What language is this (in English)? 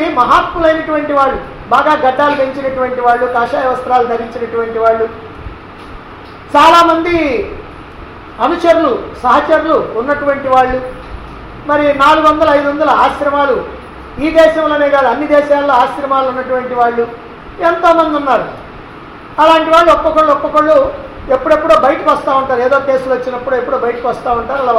Telugu